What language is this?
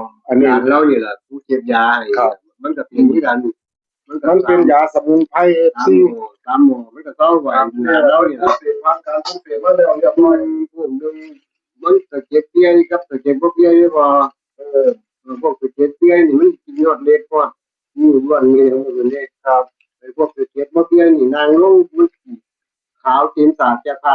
Northeastern Thai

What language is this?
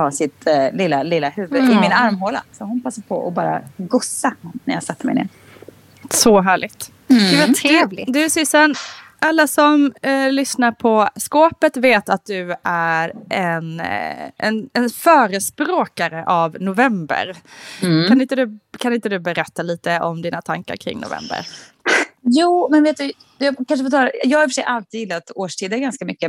Swedish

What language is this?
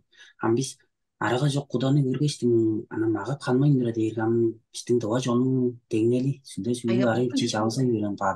Tuvinian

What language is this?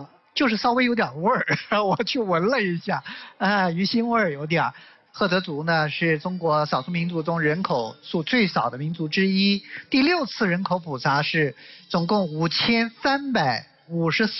Chinese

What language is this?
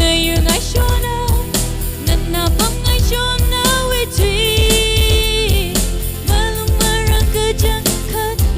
Tangkhul Naga (India)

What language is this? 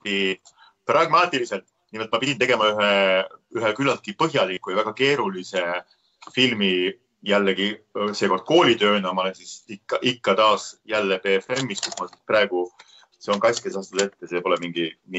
Estonian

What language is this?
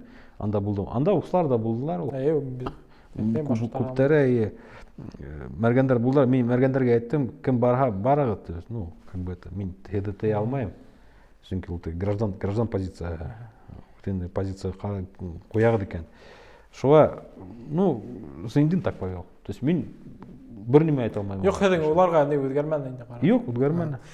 Bashkir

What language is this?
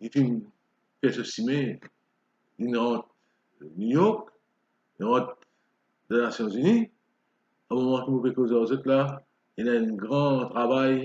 Morisyen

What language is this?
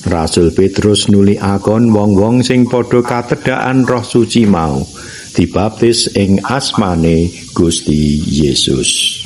Javanese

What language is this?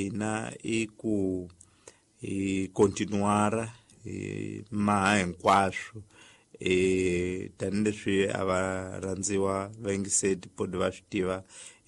Tsonga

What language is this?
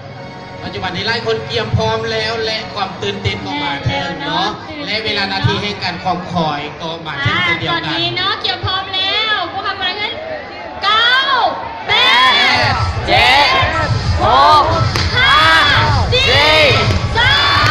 Lao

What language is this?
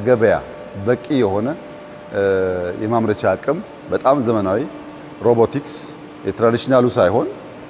Amharic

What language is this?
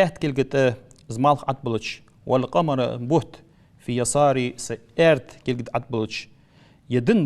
Ingush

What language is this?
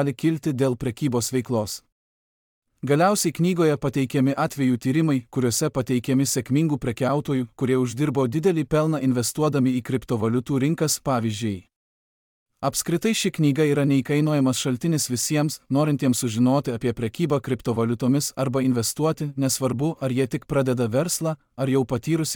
Lithuanian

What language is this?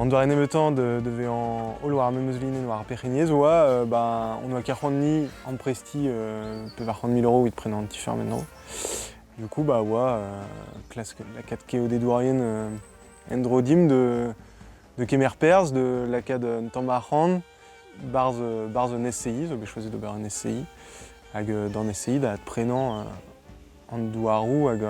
Breton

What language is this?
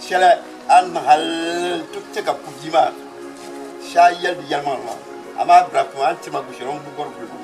Dagbani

